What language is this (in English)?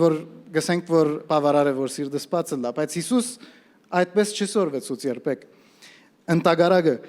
Western Armenian